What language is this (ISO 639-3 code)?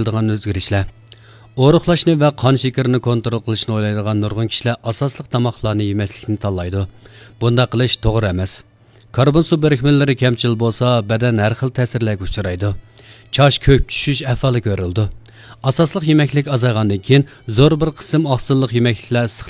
uig